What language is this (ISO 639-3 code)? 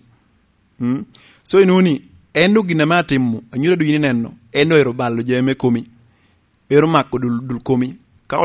laj